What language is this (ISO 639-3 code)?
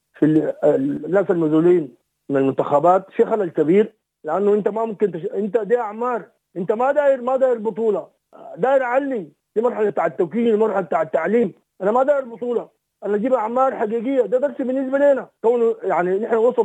apd